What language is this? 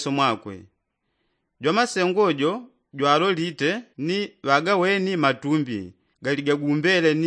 Yao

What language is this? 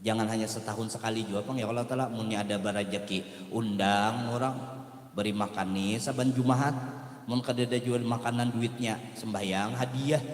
Banjar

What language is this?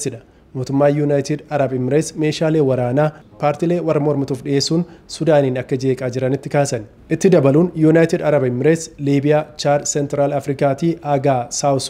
Oromo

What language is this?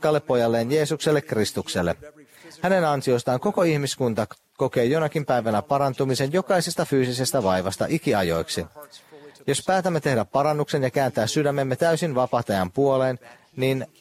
Finnish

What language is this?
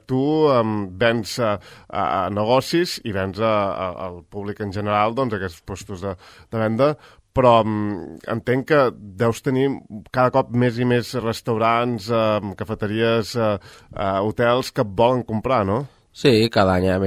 Catalan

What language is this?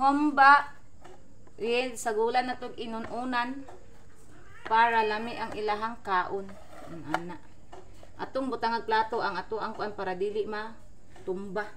Cebuano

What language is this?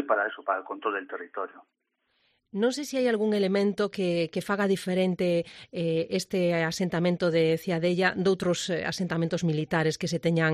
Galician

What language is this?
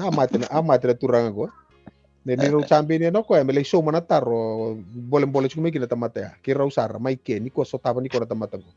Fijian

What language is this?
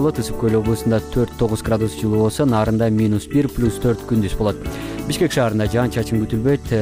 Kyrgyz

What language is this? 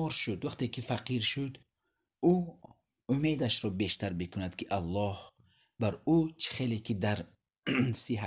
Tajik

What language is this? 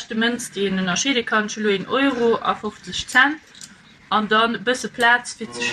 Luxembourgish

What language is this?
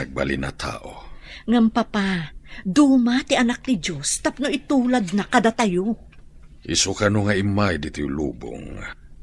Iloko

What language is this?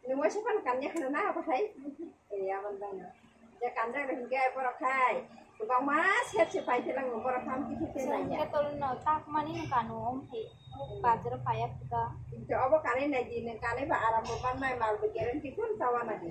Kok Borok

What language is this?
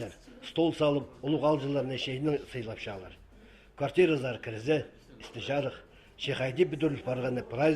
Khakas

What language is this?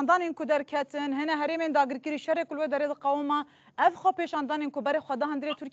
Kurdish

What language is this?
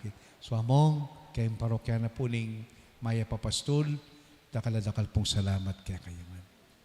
Pampanga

